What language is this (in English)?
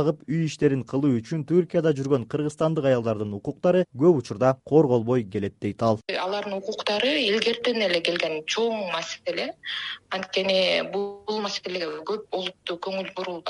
Kyrgyz